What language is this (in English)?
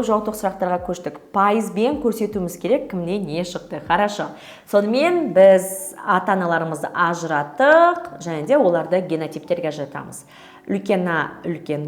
Kazakh